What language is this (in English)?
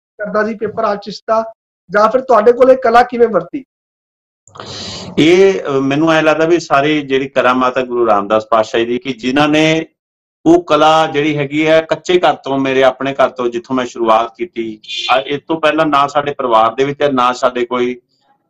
Punjabi